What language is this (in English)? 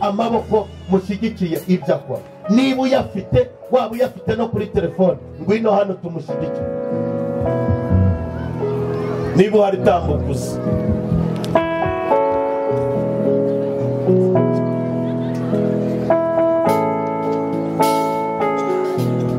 Kinyarwanda